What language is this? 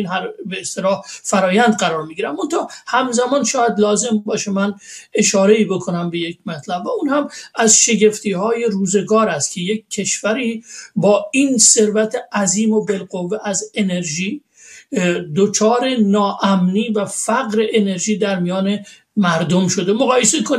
Persian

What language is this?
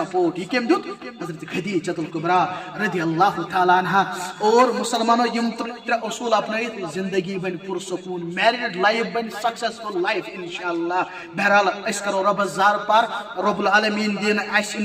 Kashmiri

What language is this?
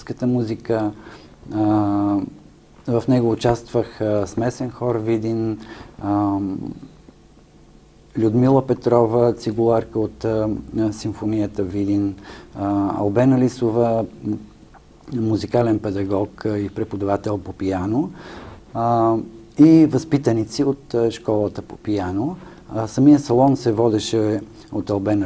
Bulgarian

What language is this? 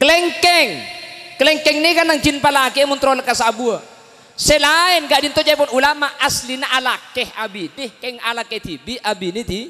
Madurese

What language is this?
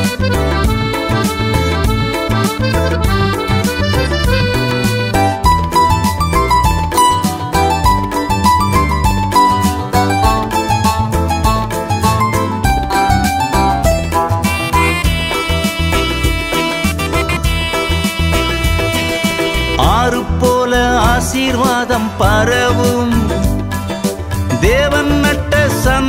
Tamil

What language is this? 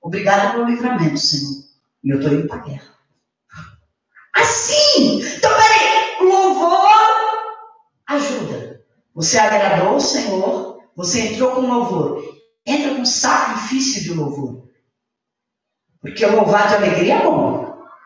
Portuguese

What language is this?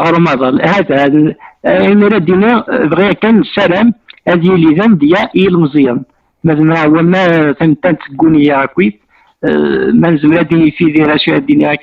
Kabyle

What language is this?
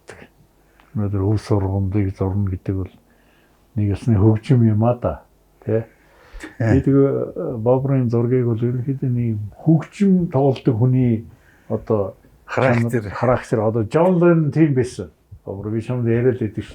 Mongolian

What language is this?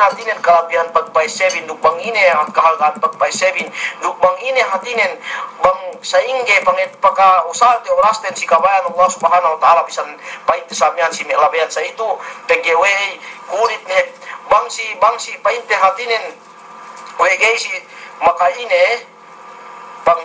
Yakan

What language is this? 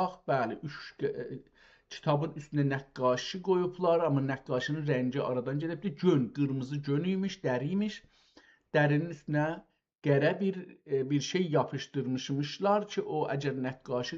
South Azerbaijani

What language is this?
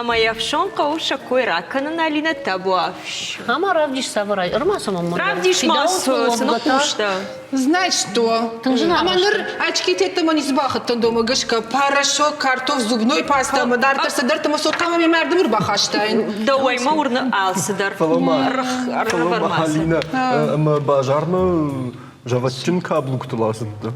Ossetic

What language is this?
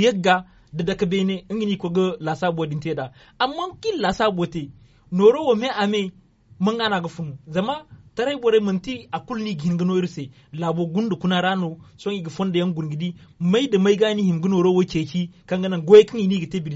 Zarma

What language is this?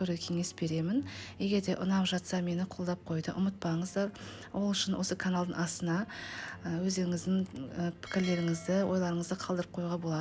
Kazakh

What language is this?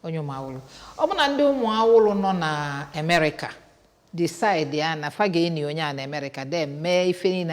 Igbo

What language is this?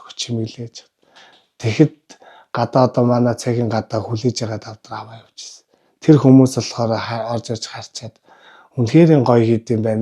Mongolian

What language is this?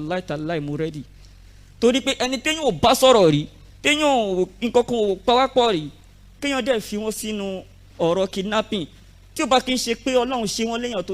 Yoruba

